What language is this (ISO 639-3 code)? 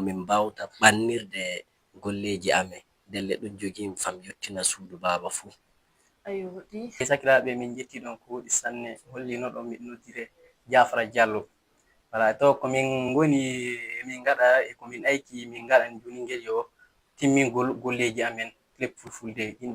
ful